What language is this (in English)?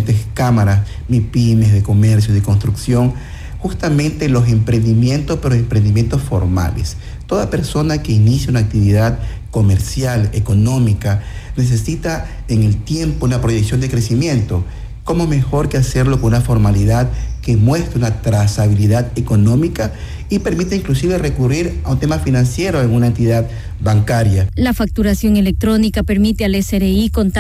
Spanish